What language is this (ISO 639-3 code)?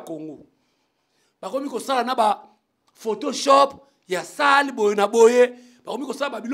lin